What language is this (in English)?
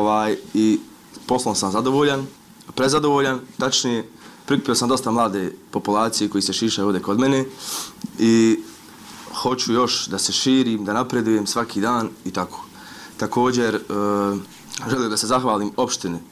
Bosnian